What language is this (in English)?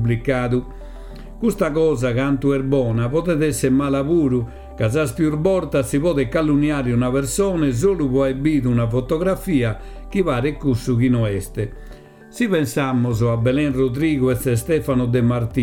Sardinian